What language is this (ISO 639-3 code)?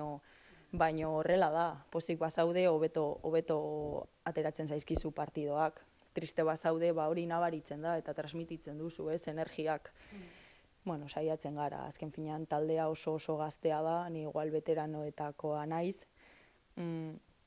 eus